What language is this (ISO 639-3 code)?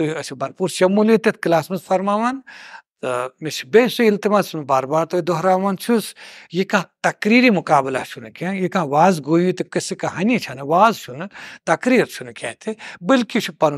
kas